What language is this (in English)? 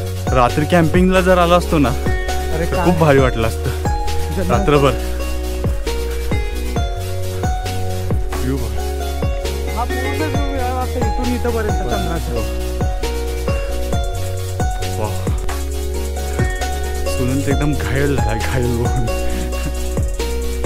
Marathi